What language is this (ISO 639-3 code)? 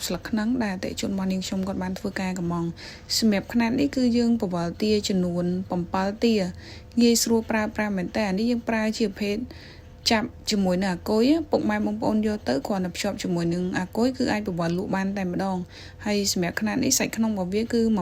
khm